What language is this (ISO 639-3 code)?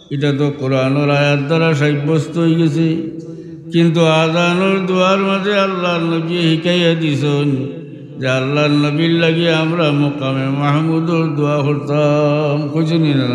syl